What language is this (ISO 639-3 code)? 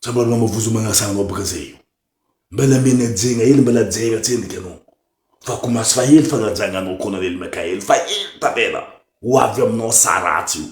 mlg